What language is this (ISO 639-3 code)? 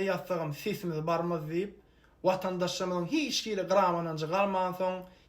tuk